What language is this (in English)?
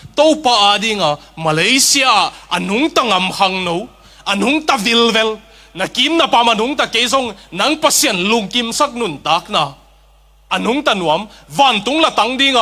Tedim Chin